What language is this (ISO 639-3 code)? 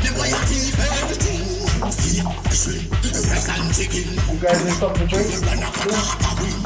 jam